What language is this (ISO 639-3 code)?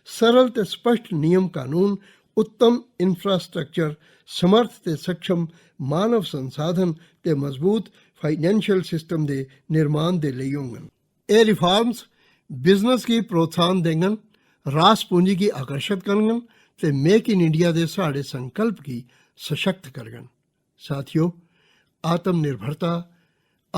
doi